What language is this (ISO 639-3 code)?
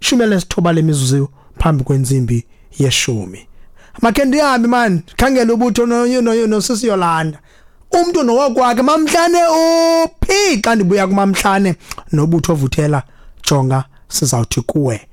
xho